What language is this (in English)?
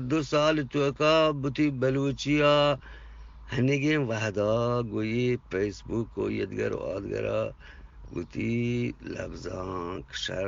Eastern Balochi